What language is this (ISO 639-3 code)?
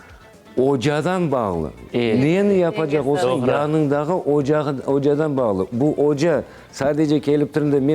crh